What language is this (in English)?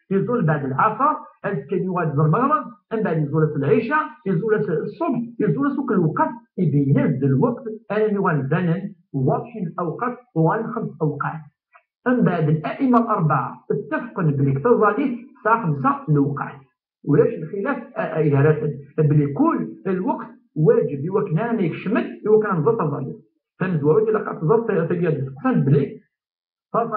Kabyle